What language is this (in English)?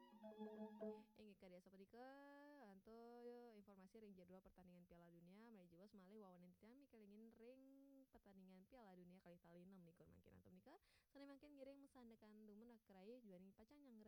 Balinese